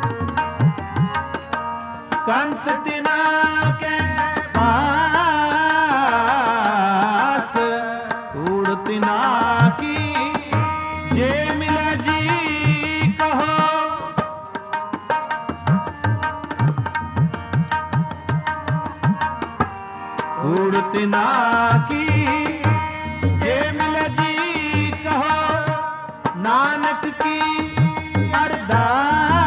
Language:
Punjabi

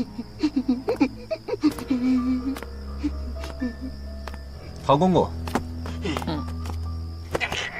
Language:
Chinese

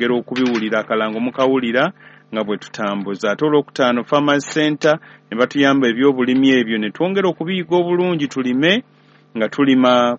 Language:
Ganda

